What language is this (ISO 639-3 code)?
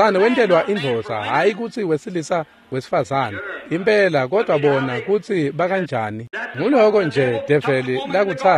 ssw